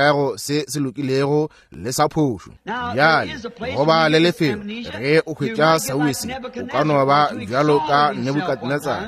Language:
Northern Sotho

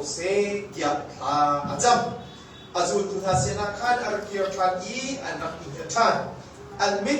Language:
Hakha Chin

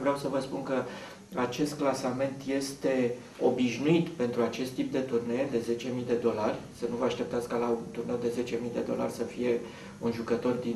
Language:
Romanian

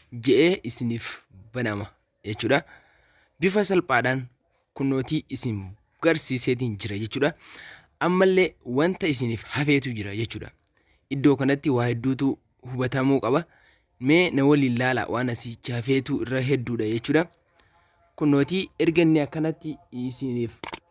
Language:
Oromo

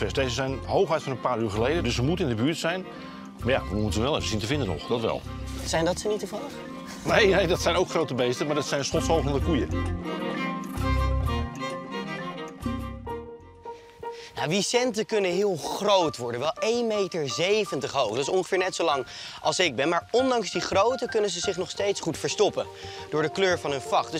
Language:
Dutch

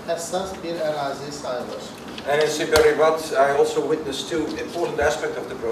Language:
Azerbaijani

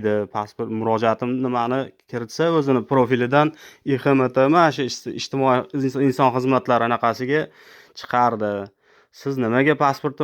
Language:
Uzbek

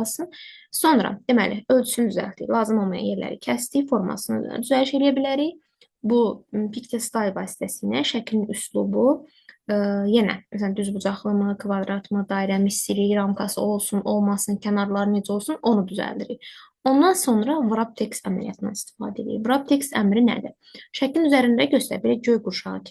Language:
Azerbaijani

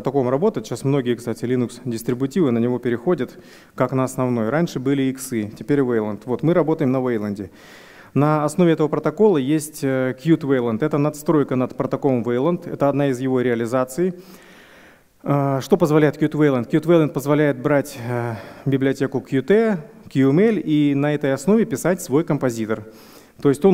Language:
Russian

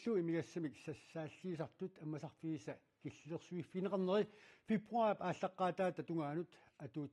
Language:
Kalaallisut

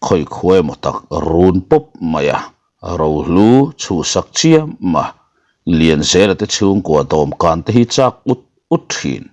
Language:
Mizo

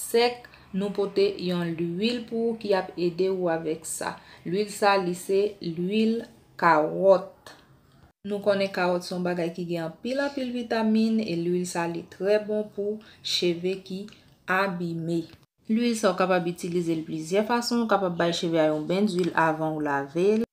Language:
Haitian Creole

